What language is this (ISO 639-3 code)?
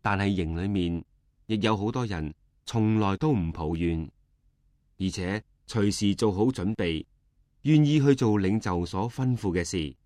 yue